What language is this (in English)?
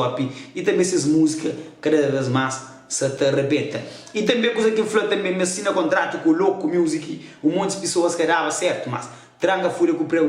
Kabuverdianu